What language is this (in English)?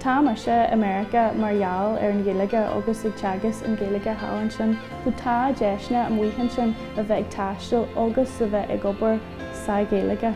Irish